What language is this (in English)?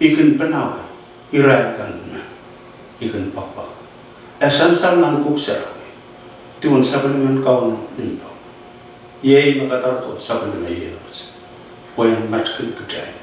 Pohnpeian